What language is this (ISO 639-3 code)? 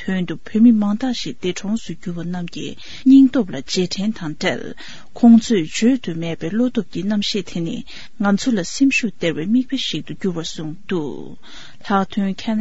bod